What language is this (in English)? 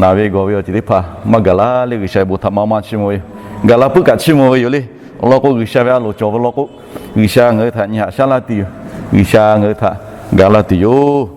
Lahu